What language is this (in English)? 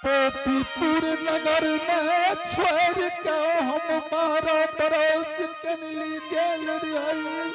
Angika